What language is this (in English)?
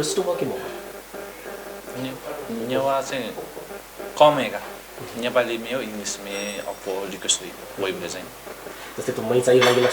Newari